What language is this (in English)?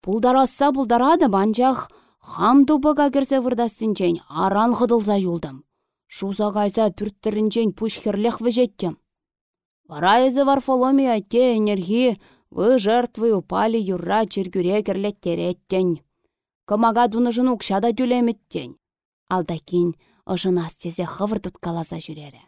Chuvash